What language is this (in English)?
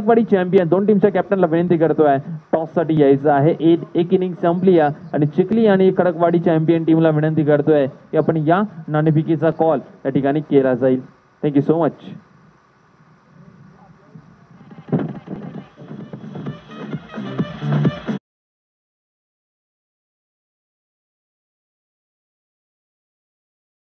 Marathi